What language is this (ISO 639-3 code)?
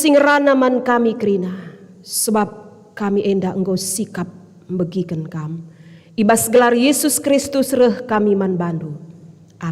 btx